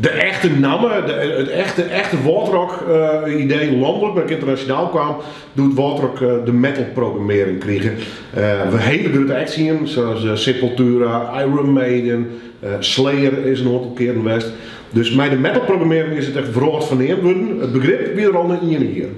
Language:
Western Frisian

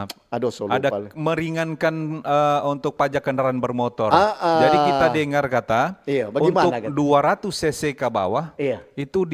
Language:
Manado Malay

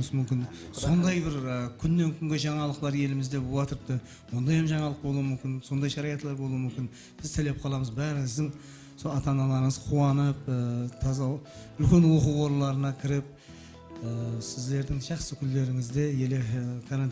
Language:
Kara-Kalpak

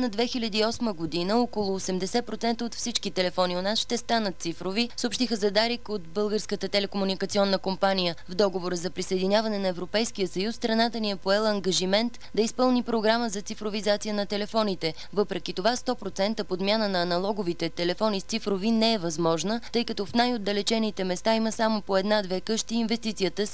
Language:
Bulgarian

